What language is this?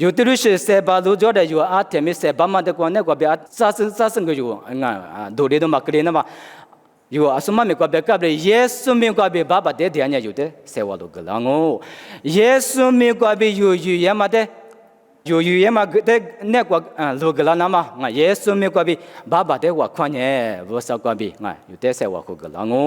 Lisu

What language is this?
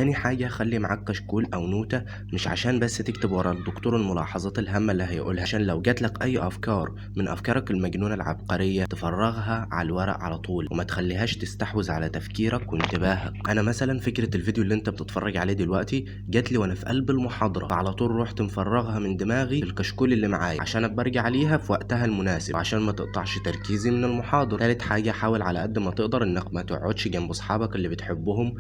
Egyptian Arabic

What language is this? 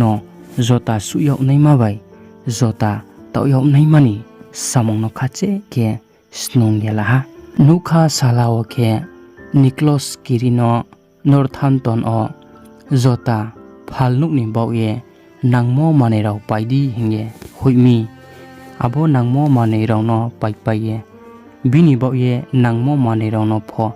Riang (India)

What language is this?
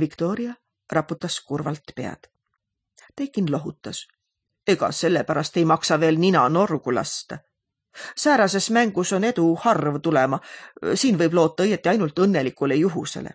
Estonian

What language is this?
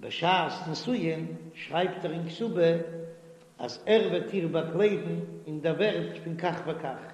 Yiddish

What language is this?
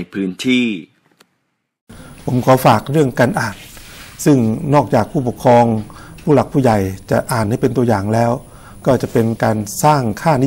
Thai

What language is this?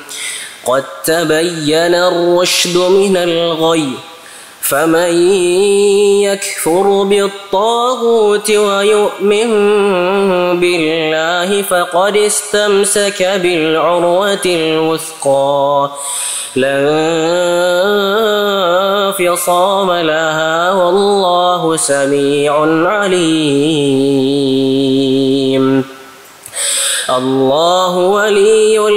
Arabic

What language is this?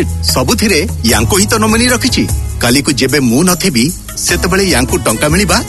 Odia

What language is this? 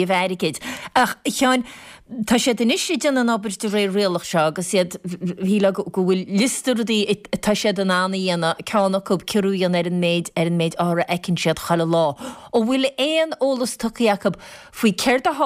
Irish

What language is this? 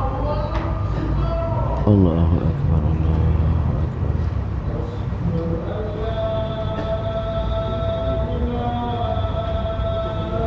Malay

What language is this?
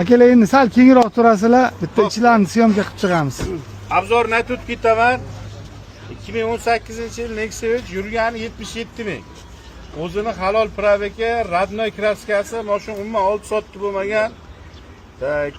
Uzbek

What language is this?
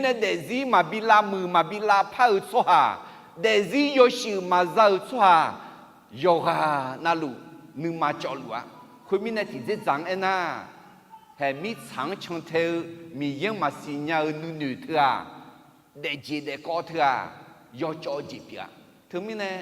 Akha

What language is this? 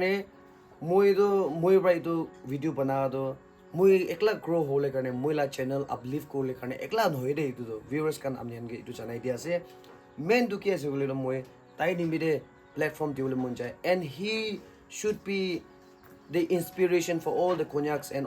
Naga Pidgin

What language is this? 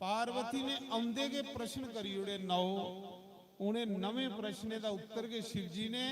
Dogri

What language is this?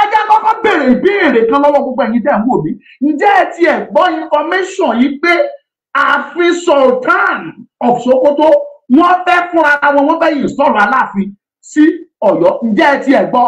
Yoruba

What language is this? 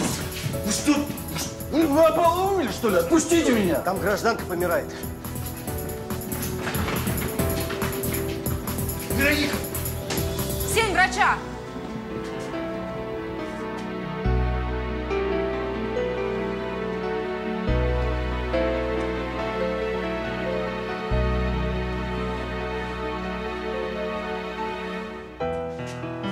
Russian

